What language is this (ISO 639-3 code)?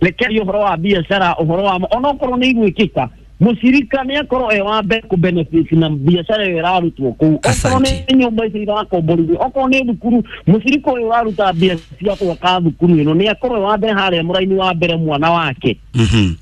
kik